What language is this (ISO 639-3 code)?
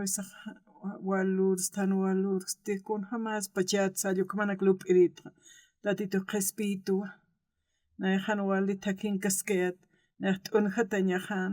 aym